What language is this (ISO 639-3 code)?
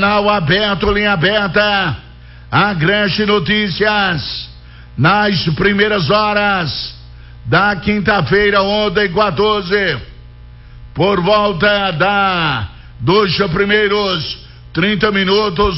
por